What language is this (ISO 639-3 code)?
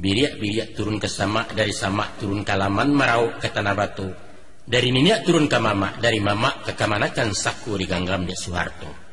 min